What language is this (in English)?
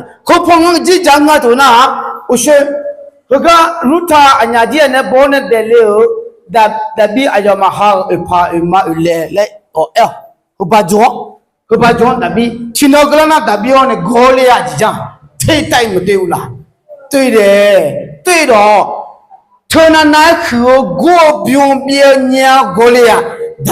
Akha